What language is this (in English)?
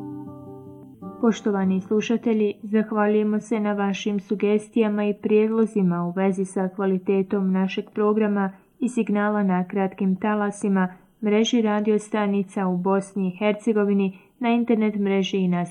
Bosnian